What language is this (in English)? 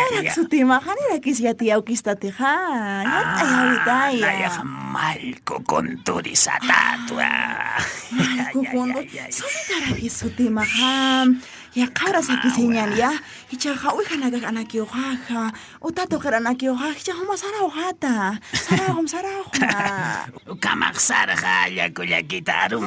Aymara